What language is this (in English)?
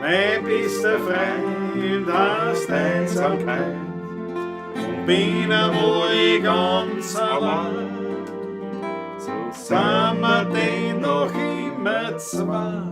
Bavarian